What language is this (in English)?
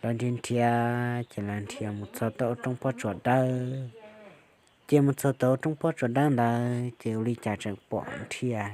Hmong